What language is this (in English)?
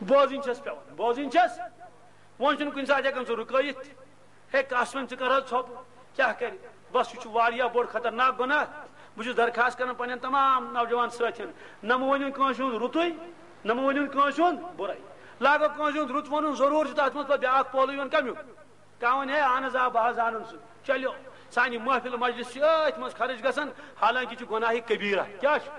Kashmiri